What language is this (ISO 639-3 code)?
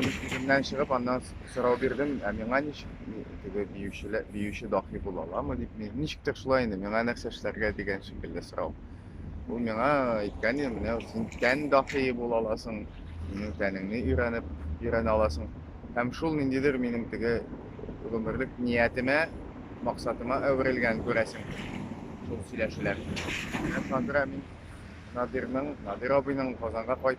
tat